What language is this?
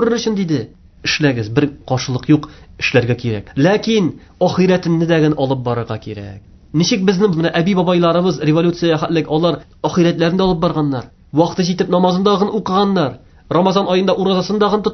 Tatar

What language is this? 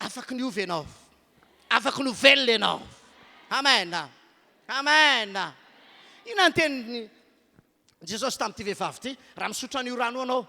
Malagasy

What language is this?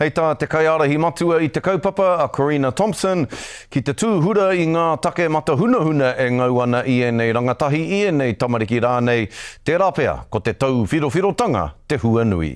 Māori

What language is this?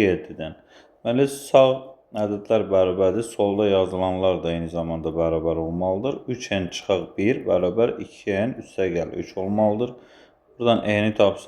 Azerbaijani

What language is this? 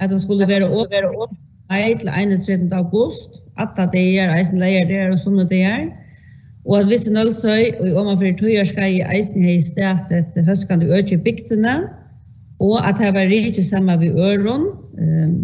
Faroese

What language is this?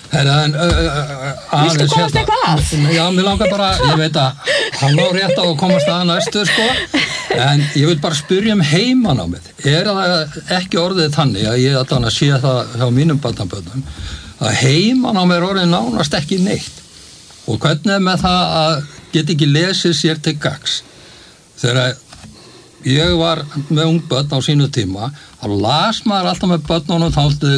Icelandic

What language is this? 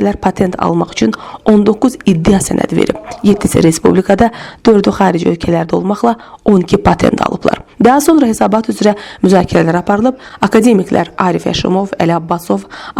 Azerbaijani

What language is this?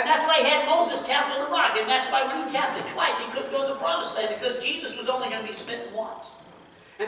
English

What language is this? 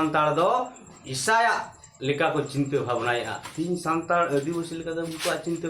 Santali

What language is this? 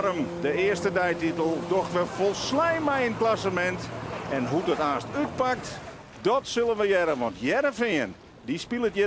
Western Frisian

